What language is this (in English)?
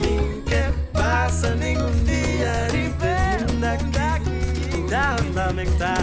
Papiamento